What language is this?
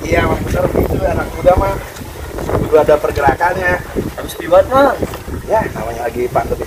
Betawi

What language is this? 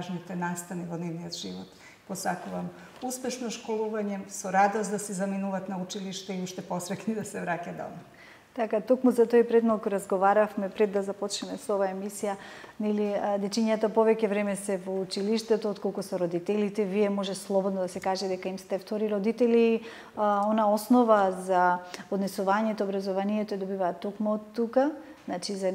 Macedonian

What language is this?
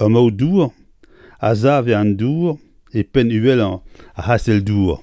Breton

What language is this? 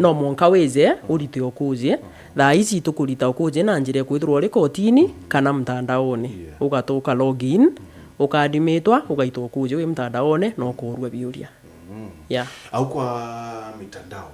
Meru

